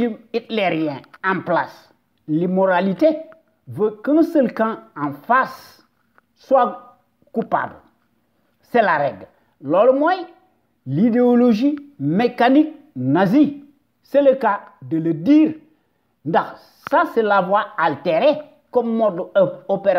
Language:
Wolof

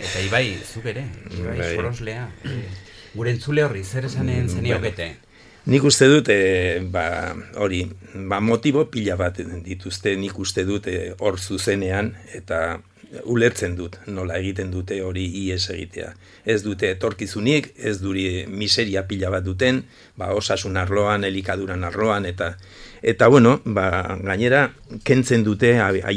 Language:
Basque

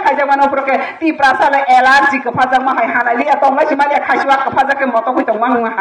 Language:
Kok Borok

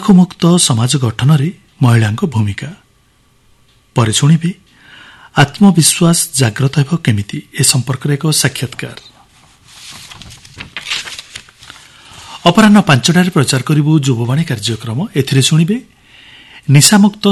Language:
Odia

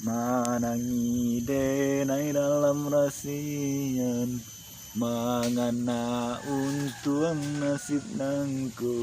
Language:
Minangkabau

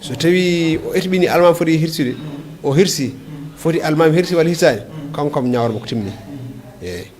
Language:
Fula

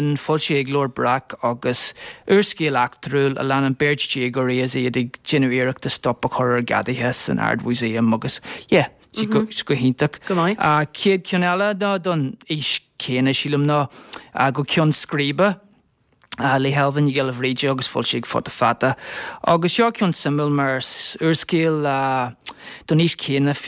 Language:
Irish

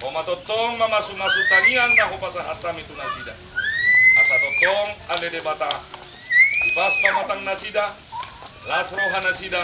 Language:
Batak Karo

